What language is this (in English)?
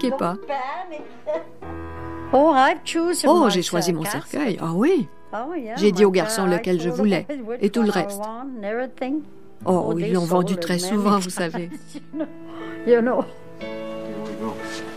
French